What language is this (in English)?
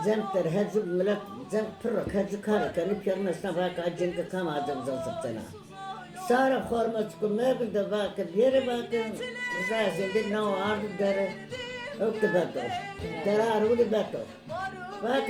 Zaza